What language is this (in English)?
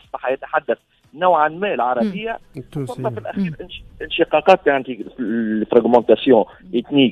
Tunisian Arabic